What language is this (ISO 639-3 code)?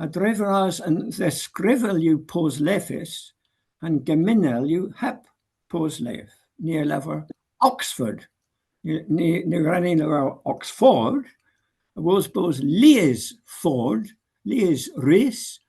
cor